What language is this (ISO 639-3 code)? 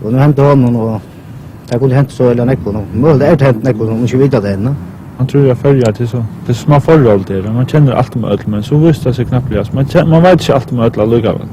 fao